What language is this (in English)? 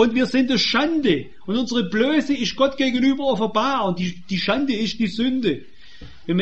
German